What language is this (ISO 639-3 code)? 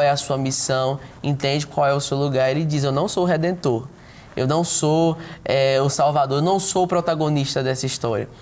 por